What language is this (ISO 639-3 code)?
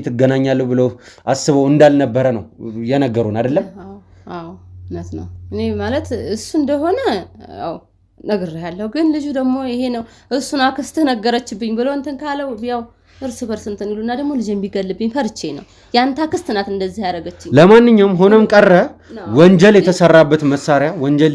amh